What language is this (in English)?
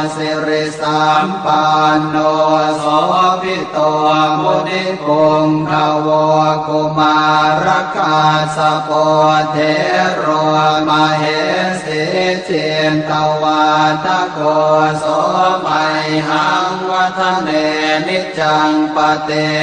Pali